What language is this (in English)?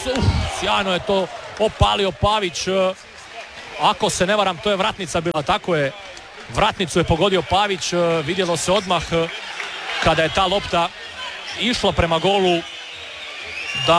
Croatian